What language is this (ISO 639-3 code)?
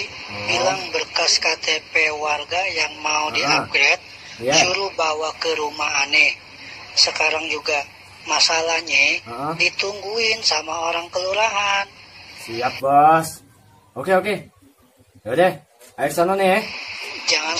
bew